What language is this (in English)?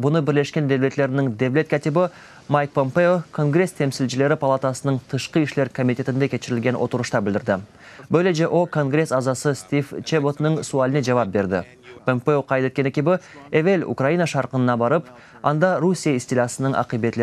Crimean Tatar